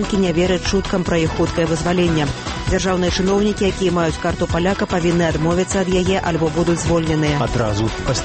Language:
Belarusian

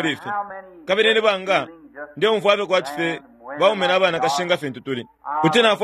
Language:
Bemba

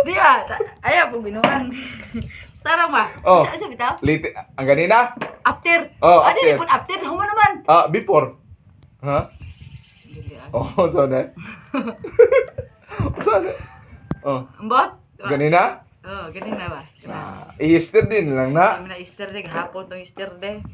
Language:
Cebuano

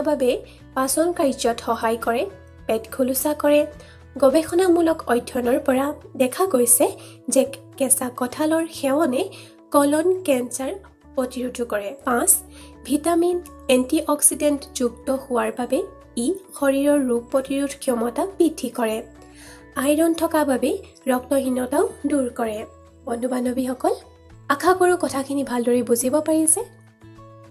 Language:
Assamese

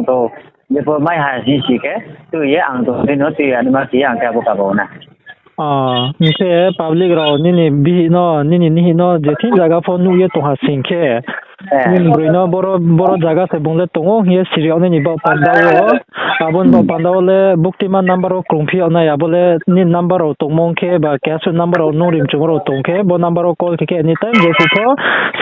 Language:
Riang (India)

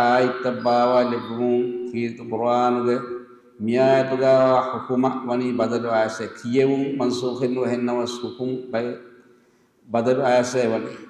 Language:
Divehi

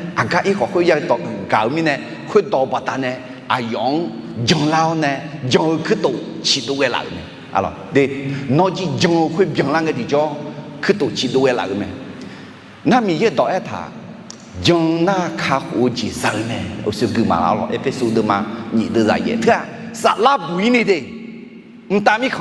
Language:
Akha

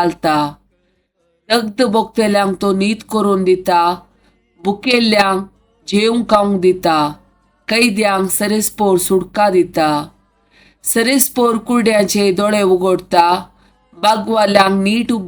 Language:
Konkani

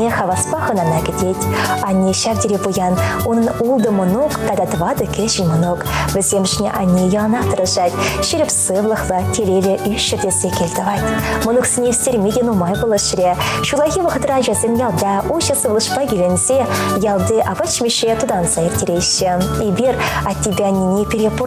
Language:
Chuvash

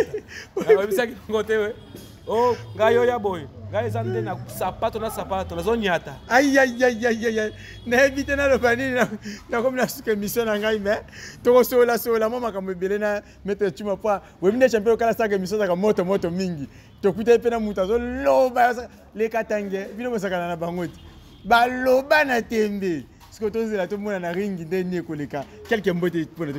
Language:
Lingala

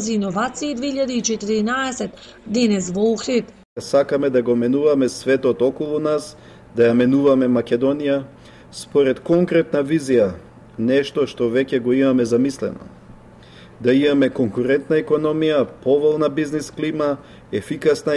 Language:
Macedonian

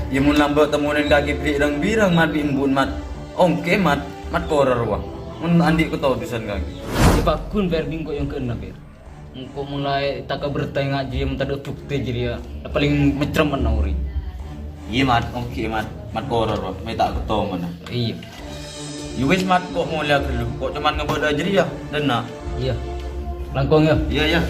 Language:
Madurese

